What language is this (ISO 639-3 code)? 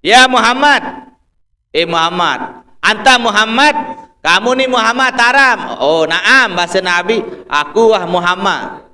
sas